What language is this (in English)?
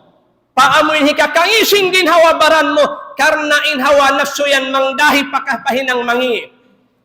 Tausug